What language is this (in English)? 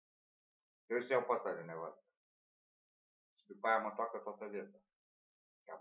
Romanian